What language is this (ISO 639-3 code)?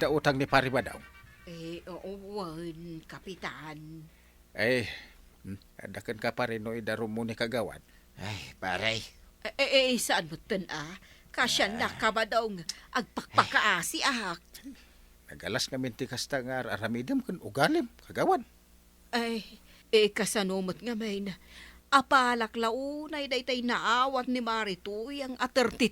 ilo